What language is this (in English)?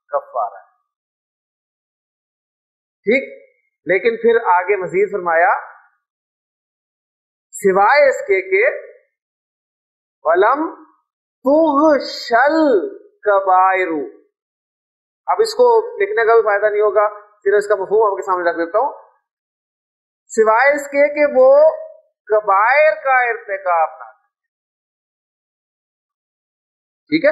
Urdu